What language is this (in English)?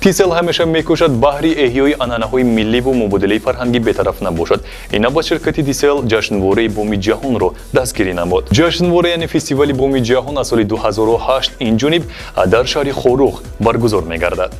Tajik